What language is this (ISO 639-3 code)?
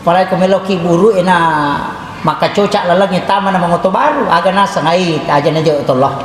bug